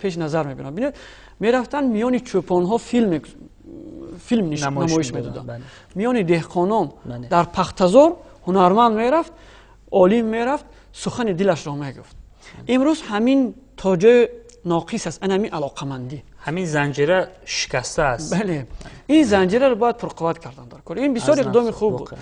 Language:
Tajik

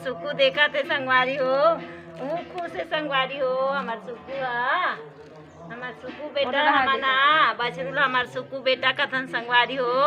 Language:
Chhattisgarhi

